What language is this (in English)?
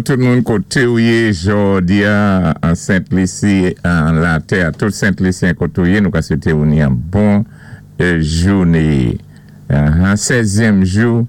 Saint Lucian Creole French